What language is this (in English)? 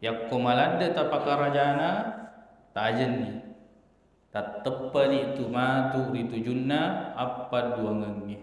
Buginese